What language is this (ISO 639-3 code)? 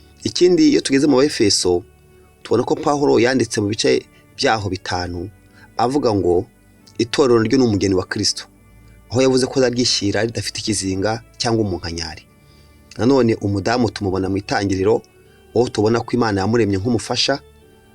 kin